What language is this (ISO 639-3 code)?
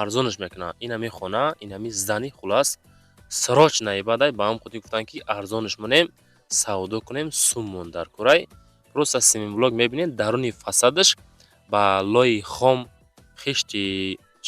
tgk